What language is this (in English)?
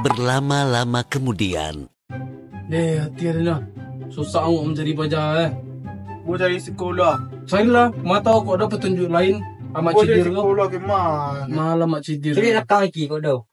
Minangkabau